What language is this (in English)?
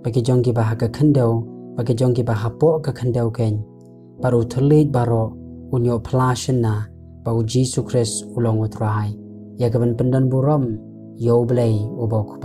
Khasi